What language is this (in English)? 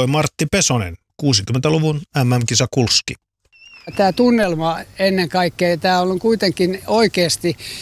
Finnish